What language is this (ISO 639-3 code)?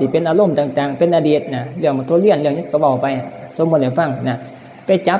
tts